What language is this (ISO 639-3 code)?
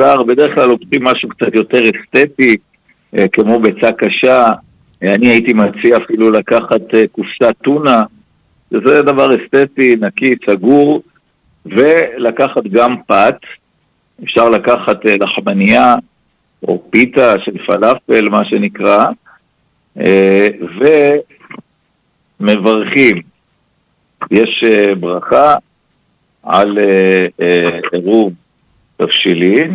heb